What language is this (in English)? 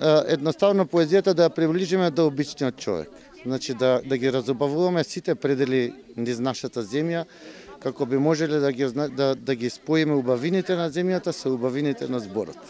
Macedonian